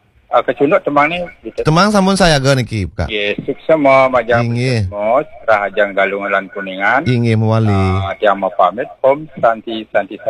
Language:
Balinese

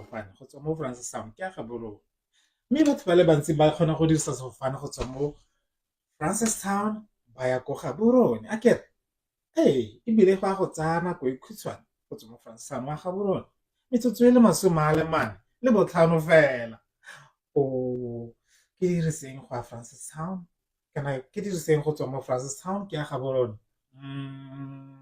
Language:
Tswana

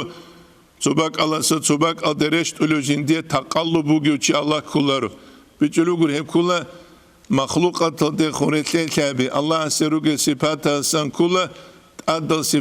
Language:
Avaric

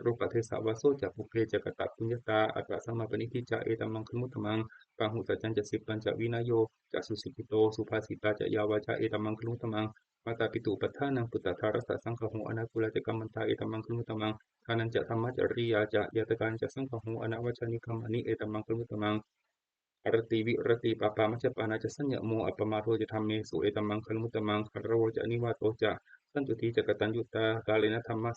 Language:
Pali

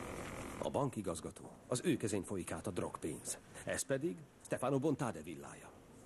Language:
Hungarian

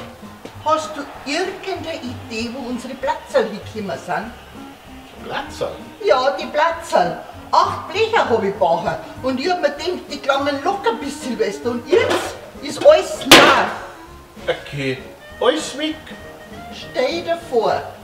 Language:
Bavarian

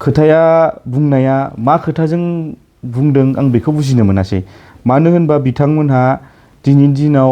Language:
Bodo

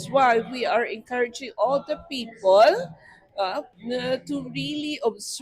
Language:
Hiligaynon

